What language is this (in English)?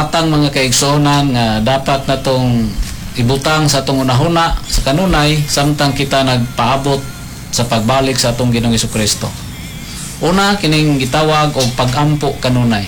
Cebuano